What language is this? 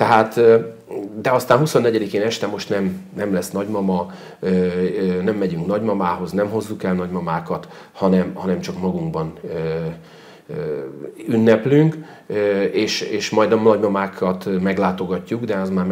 Hungarian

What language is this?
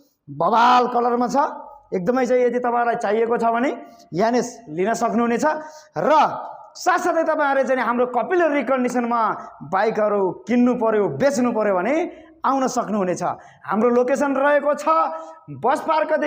Nepali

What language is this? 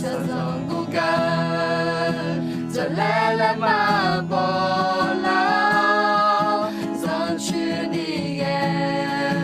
Akha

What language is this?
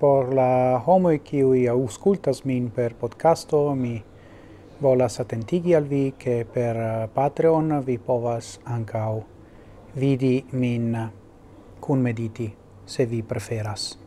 Esperanto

